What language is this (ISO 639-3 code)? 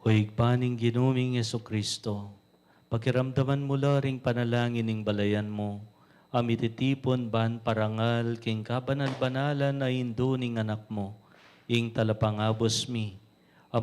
pam